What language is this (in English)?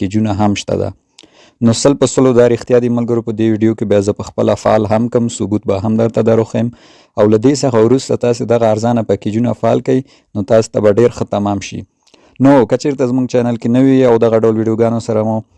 Pashto